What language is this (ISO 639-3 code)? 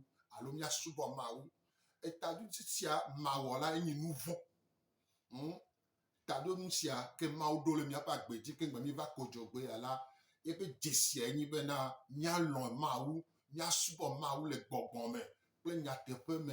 gej